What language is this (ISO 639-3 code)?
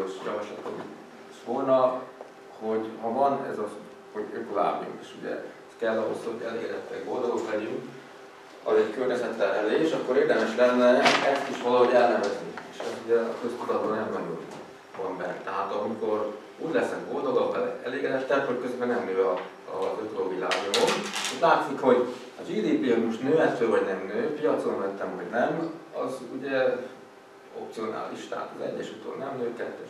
hun